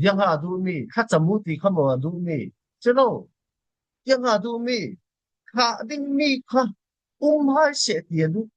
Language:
Falam Chin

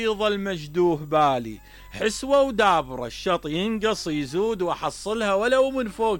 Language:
Mesopotamian Arabic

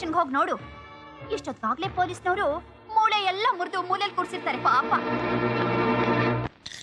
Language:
Kannada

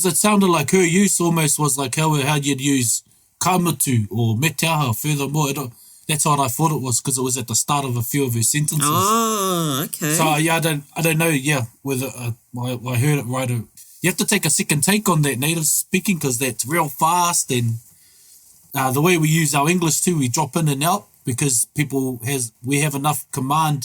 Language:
Māori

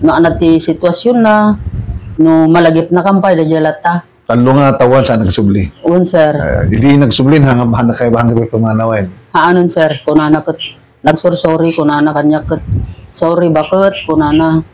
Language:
Iloko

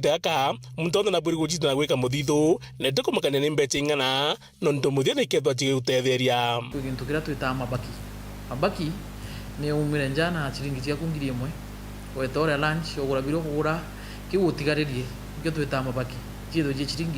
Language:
Meru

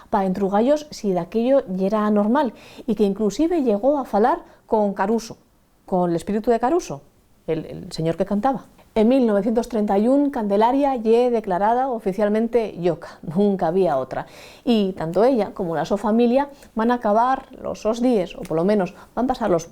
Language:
Asturian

